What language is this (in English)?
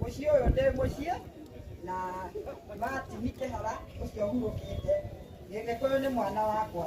Kikuyu